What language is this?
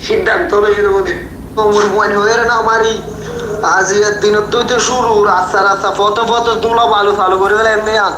Rohingya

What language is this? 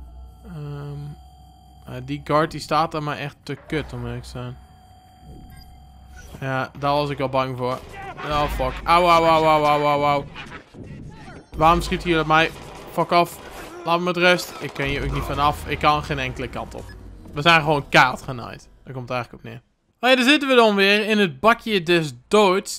Dutch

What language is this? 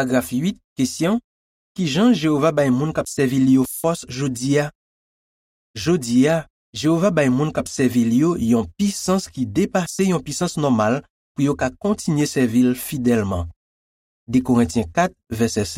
Haitian Creole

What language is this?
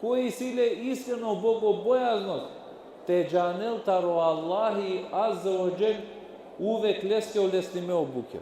Balkan Romani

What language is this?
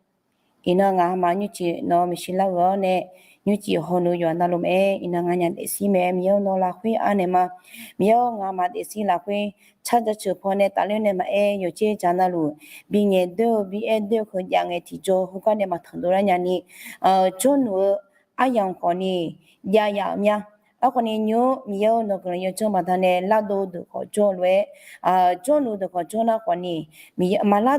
Akha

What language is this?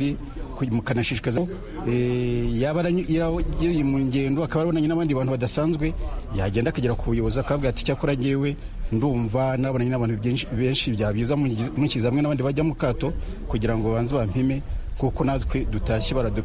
Kinyarwanda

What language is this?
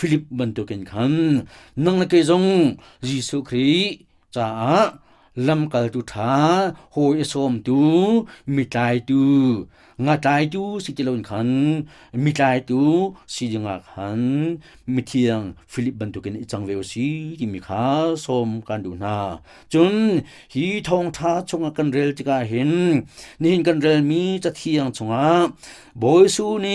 Hakha Chin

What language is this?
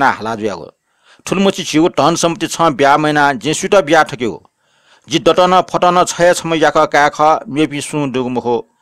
Newari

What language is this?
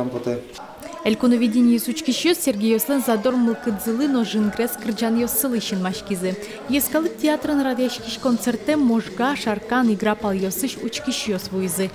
Udmurt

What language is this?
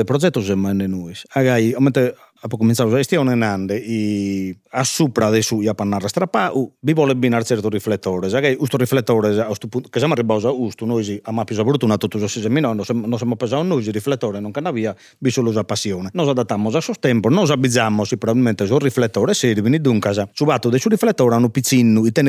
Sardinian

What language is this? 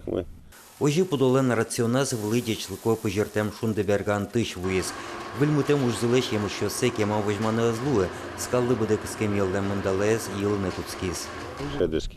Udmurt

